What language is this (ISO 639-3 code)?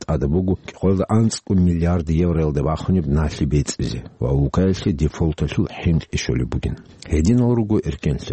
ava